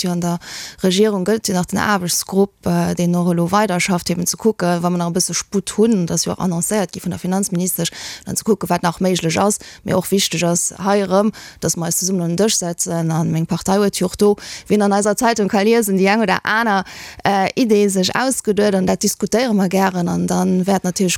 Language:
Luxembourgish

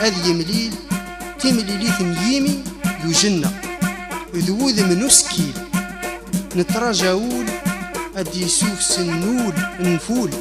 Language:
Kabyle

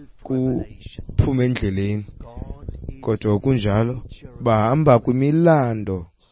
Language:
Xhosa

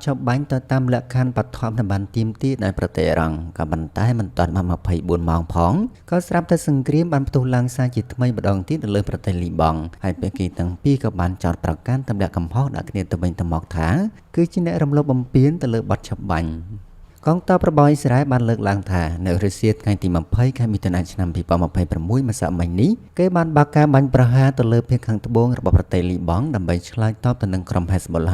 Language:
Khmer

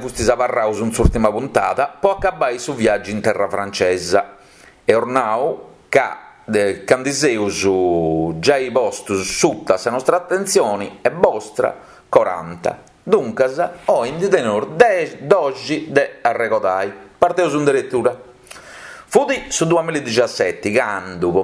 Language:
Sardinian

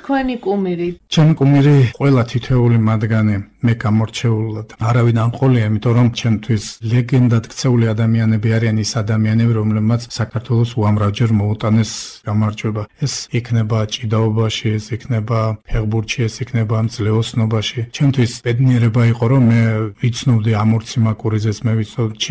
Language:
Georgian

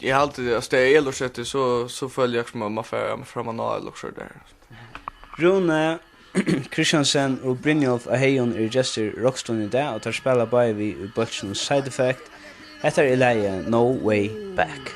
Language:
Faroese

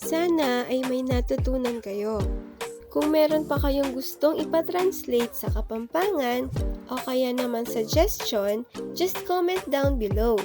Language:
Pampanga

